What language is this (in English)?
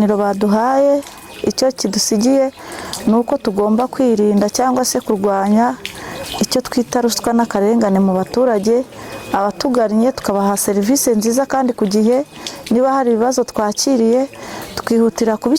Kinyarwanda